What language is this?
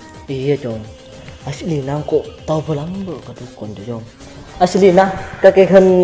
Madurese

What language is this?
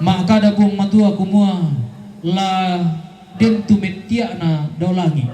Toraja-Sa'dan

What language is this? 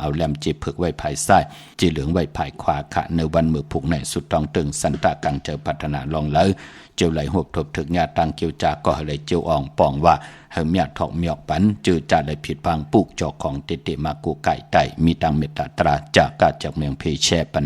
Shan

